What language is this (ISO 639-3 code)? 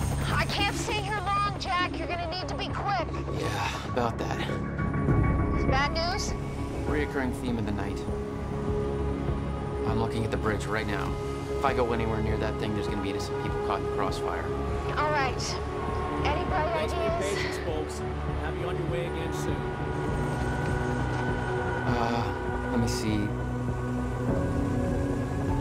eng